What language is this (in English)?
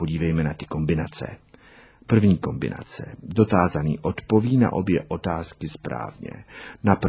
Czech